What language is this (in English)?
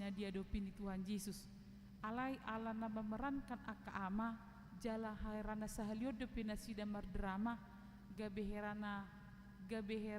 Batak Toba